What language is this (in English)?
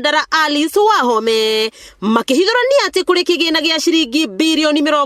Kikuyu